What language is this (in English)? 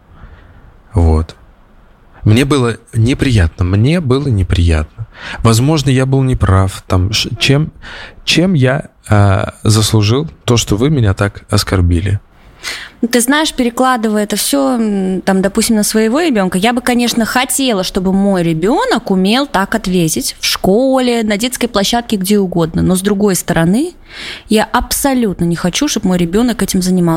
Russian